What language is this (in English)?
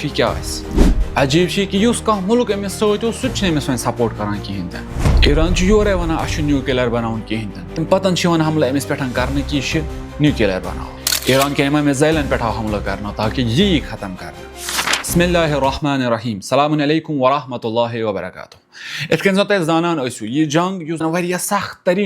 Kashmiri